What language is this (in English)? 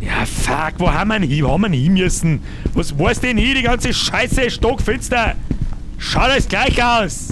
Bavarian